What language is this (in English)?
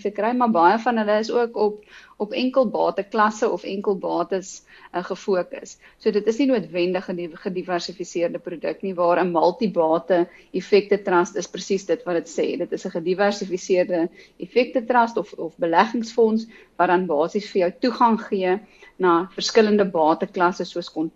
Afrikaans